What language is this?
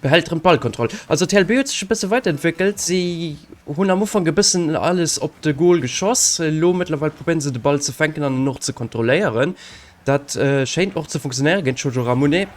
Luxembourgish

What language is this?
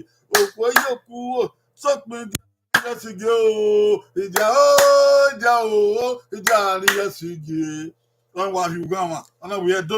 Bini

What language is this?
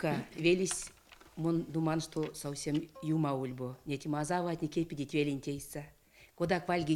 Erzya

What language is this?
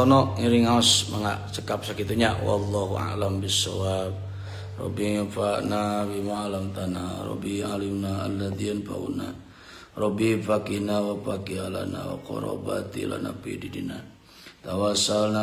Sundanese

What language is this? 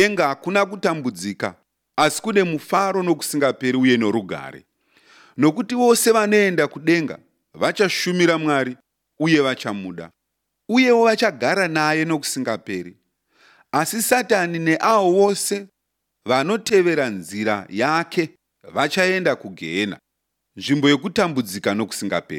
Shona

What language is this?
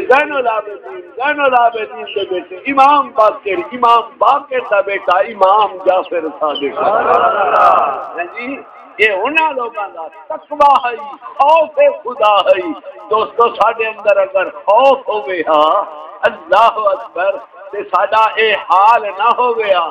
Saraiki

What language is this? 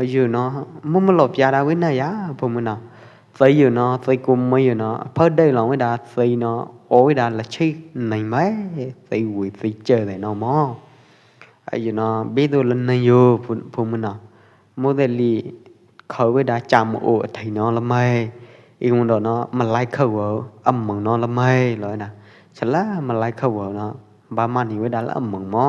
Pwo Eastern Karen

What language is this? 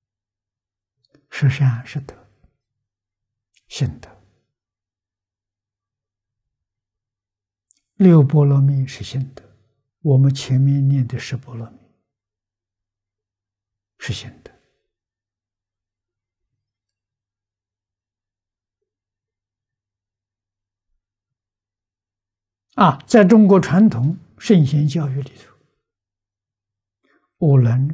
Chinese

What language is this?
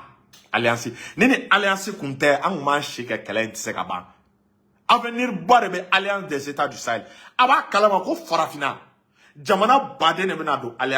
Bambara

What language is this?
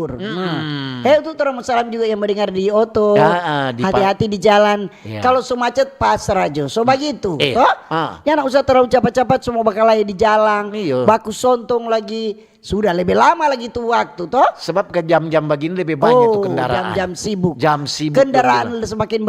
Manado Malay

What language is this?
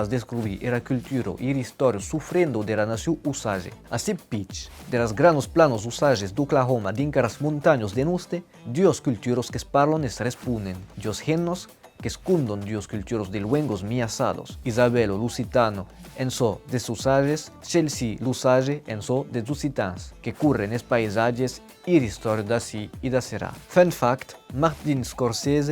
Occitan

